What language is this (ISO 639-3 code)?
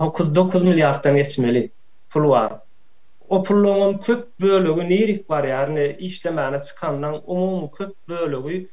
tuk